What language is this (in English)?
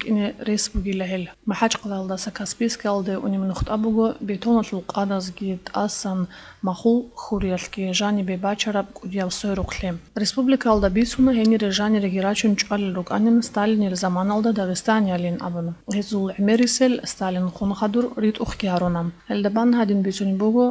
Avaric